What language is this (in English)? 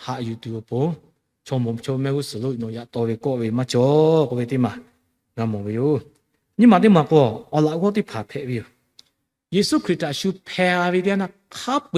Lahu